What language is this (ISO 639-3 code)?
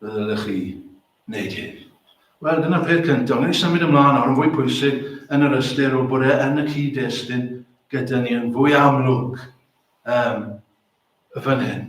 cym